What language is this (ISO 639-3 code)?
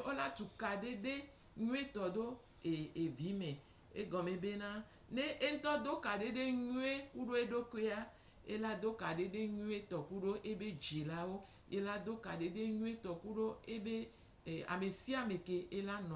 gej